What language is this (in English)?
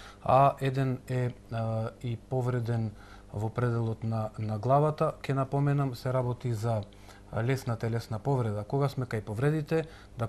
Macedonian